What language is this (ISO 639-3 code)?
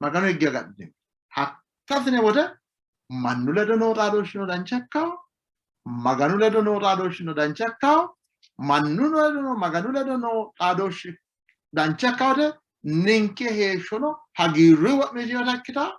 sid